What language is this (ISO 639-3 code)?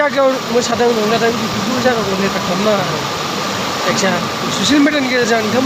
brx